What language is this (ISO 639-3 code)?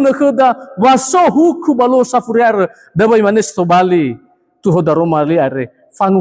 nia